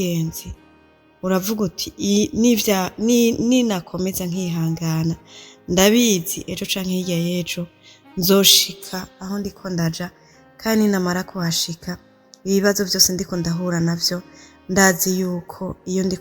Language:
Rundi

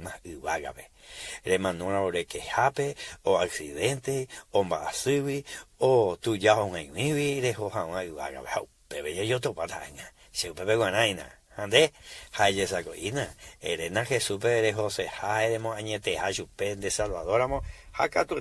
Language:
Guarani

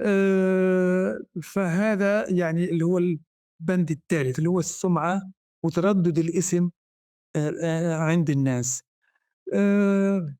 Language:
North Levantine Arabic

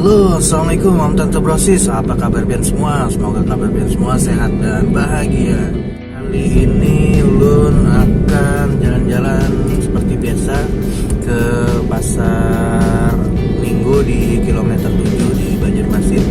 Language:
Banjar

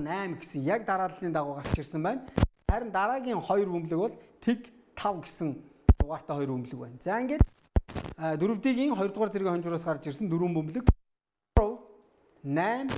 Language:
Mongolian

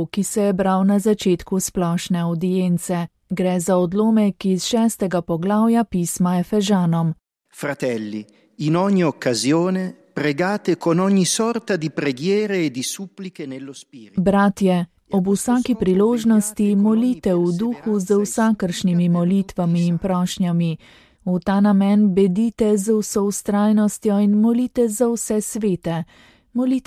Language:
Slovenian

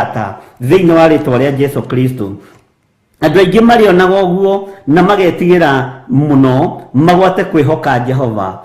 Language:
Kikuyu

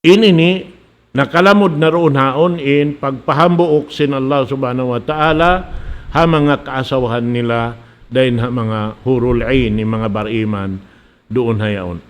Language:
Tausug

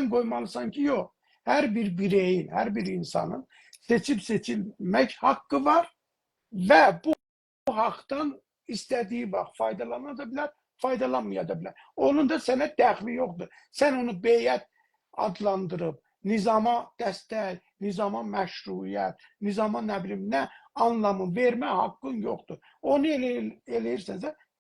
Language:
South Azerbaijani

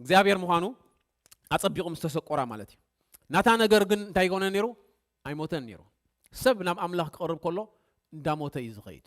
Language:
Tigrinya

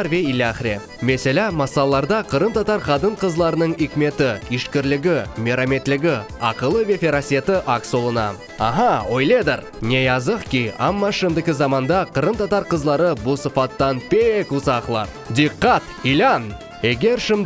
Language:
Crimean Tatar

